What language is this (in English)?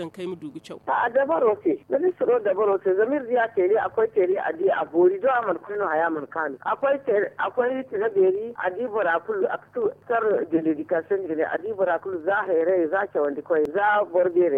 Zarma